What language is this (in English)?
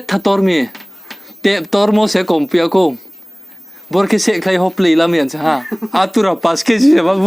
Riang (India)